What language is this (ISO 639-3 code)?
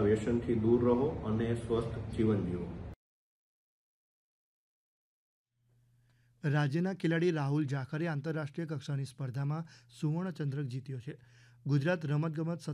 guj